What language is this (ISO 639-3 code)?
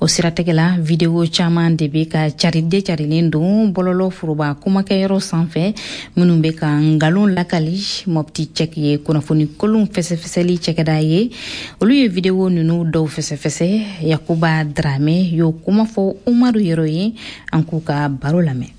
bam